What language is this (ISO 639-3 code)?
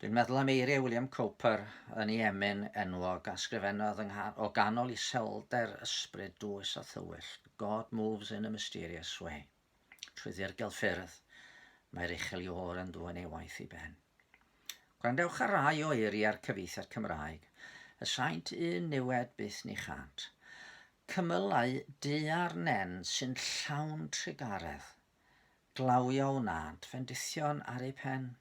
cym